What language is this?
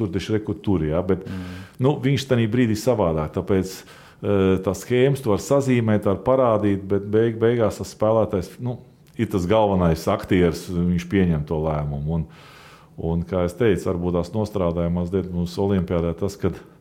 Latvian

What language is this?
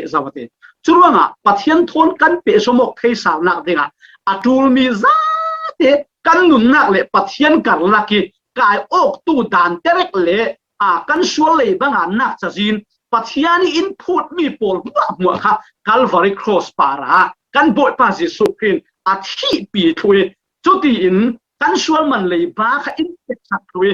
Falam Chin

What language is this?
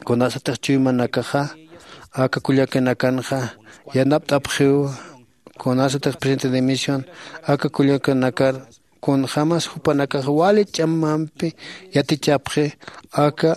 Aymara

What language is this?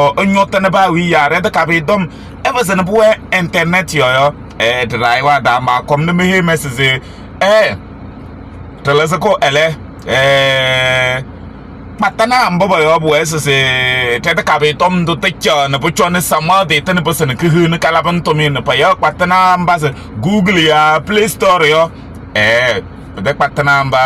Kabiyè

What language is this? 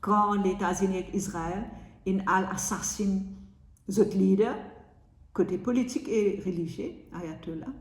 Morisyen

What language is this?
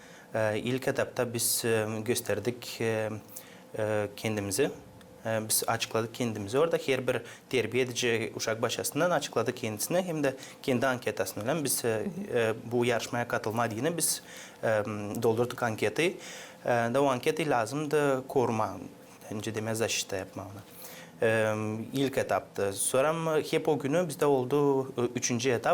Gagauz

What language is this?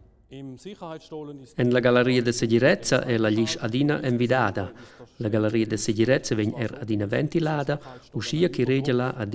Romansh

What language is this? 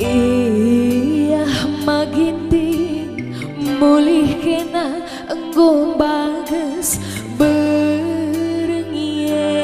Batak Karo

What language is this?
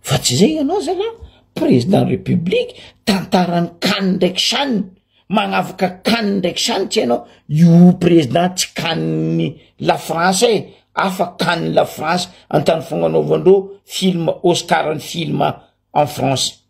Malagasy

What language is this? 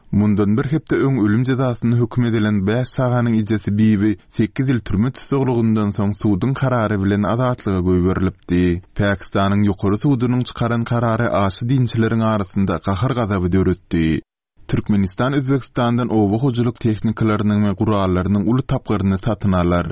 Turkmen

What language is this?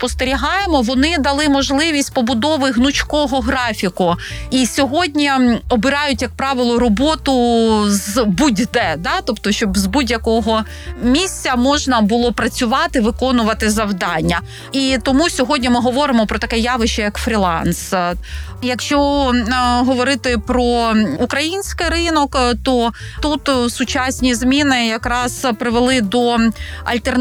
Ukrainian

